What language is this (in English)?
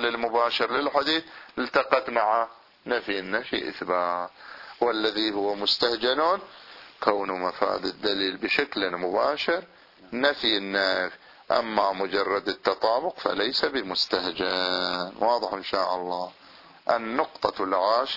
Arabic